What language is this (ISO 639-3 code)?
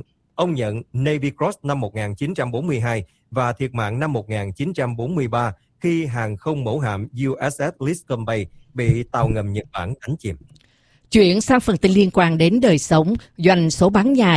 vie